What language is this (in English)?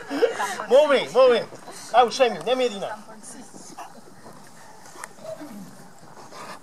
Catalan